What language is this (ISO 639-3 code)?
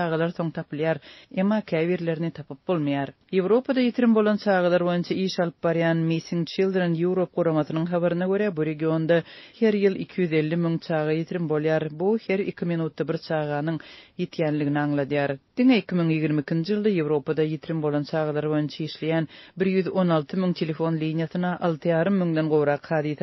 tuk